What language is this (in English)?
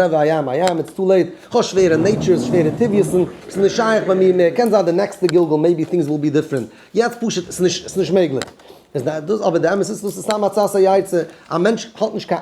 Yiddish